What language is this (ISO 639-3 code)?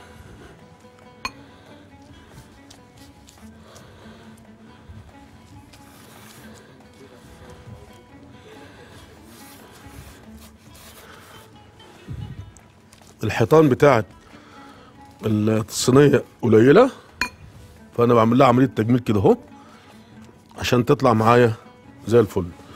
arz